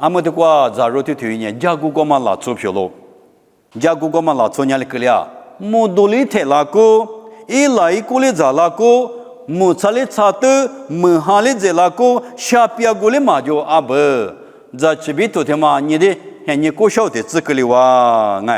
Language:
Lisu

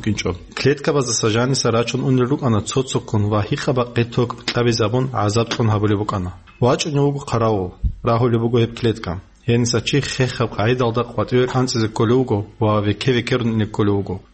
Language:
Avaric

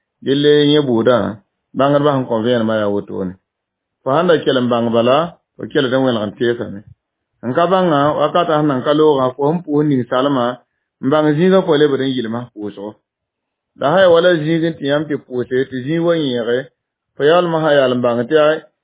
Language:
Mossi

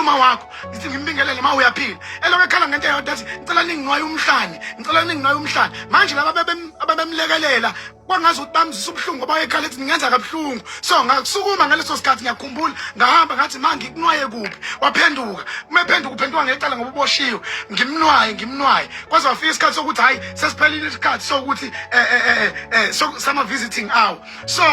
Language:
Zulu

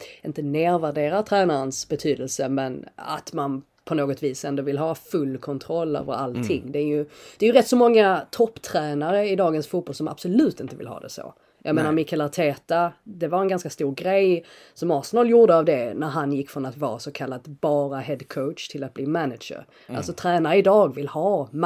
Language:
Swedish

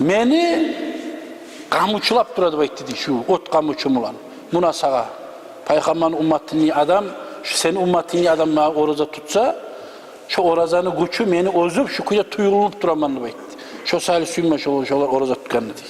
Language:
Kumyk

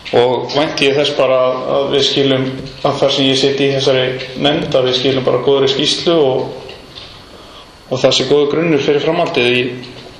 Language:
Icelandic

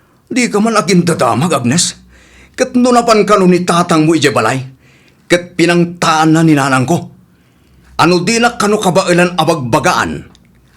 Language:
Iloko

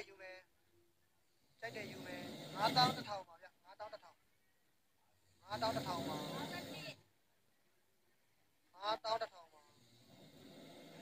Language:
Burmese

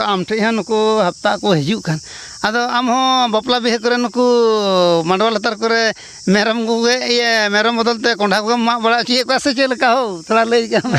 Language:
Santali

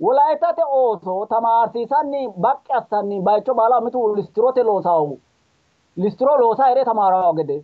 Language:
Sidamo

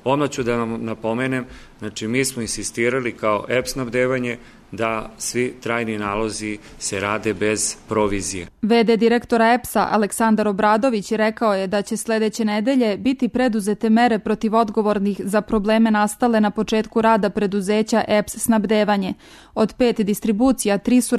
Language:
Serbian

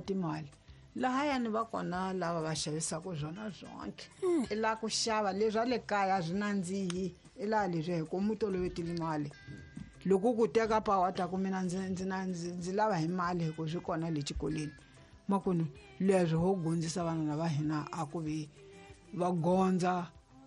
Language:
Tsonga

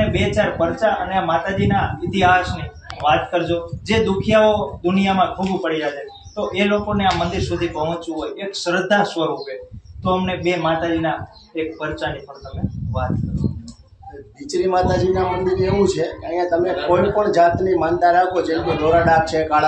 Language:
Gujarati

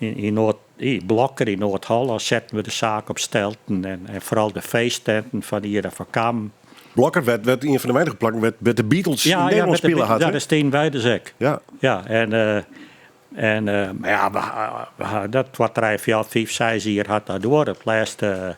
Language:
Western Frisian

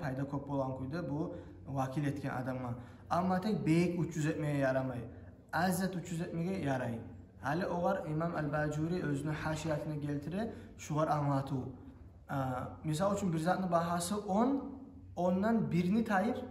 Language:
Kumyk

